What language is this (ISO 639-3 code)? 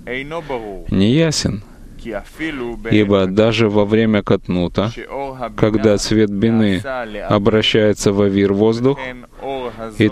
rus